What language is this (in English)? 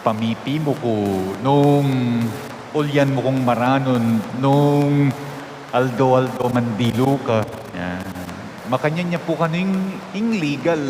Pampanga